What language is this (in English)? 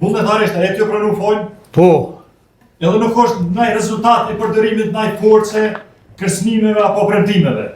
Albanian